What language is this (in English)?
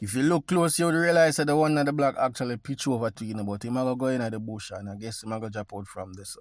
Jamaican Creole English